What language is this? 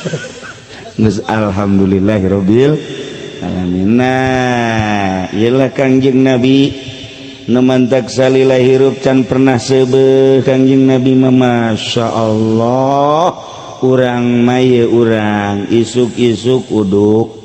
Sundanese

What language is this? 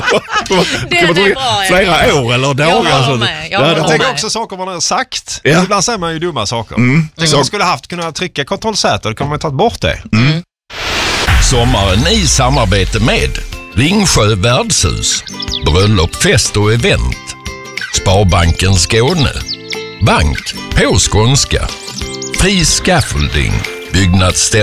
Swedish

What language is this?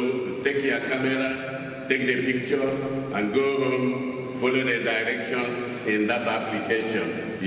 Igbo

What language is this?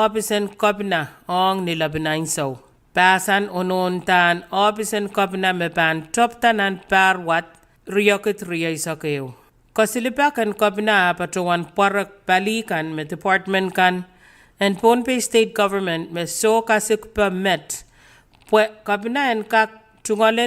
Pohnpeian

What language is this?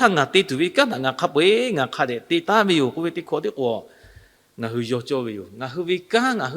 Lahu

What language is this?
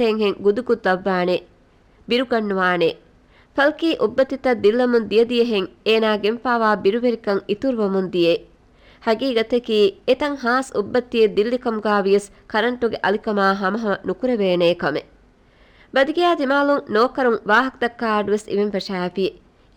Divehi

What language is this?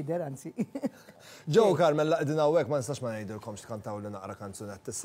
Maltese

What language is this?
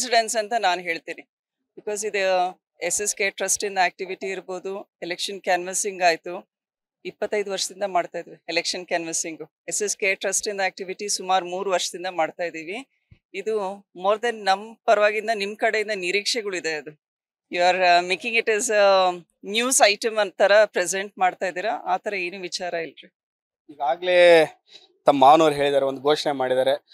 Kannada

